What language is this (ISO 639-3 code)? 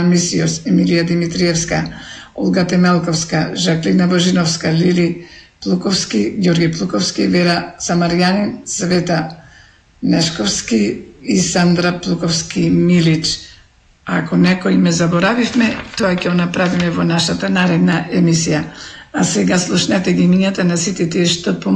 mkd